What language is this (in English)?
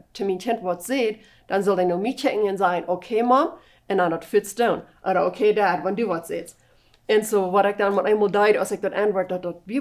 Plautdietsch